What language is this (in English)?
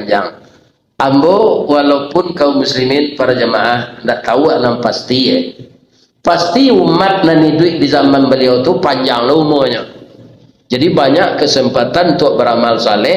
Minangkabau